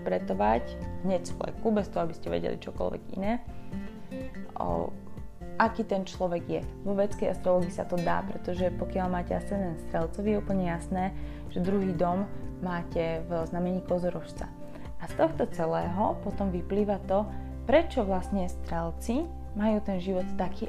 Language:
Slovak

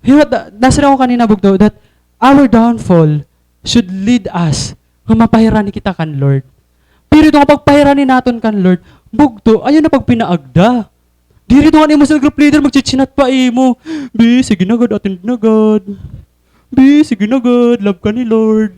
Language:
Waray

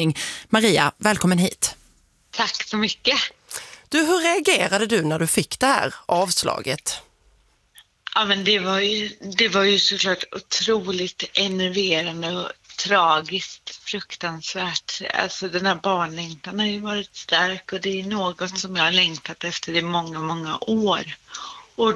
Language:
Swedish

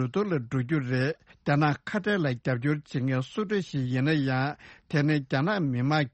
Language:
Tibetan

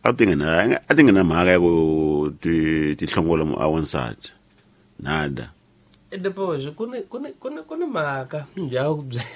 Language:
Tsonga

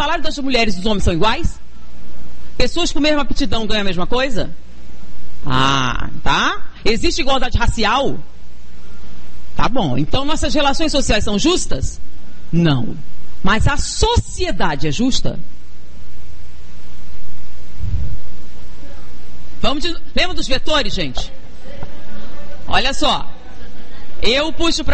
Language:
Portuguese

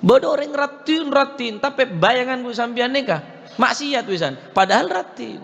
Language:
Madurese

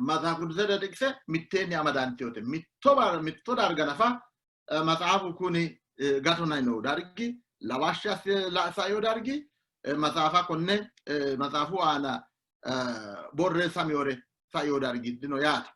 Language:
Sidamo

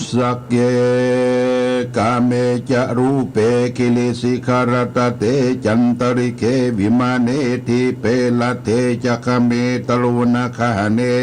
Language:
Pali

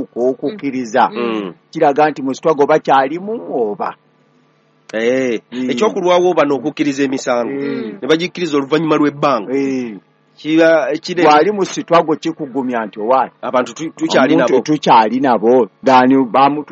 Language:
Ganda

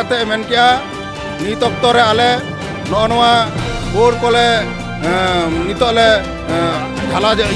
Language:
Santali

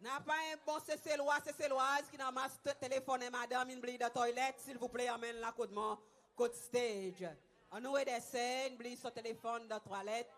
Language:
Seselwa Creole French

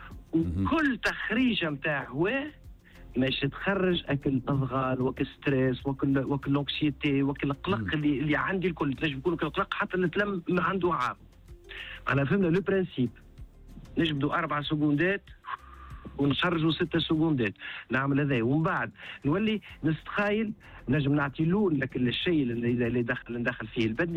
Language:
Tunisian Arabic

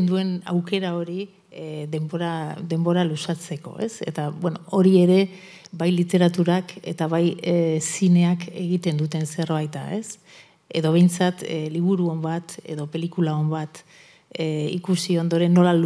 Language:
Basque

